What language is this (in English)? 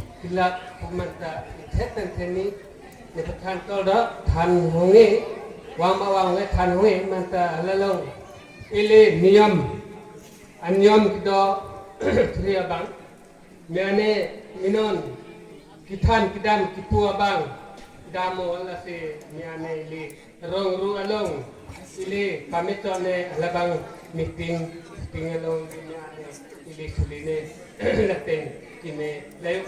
Karbi